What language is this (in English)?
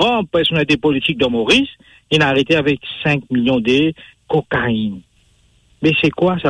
Morisyen